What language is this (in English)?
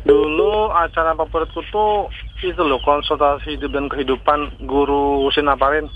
Banjar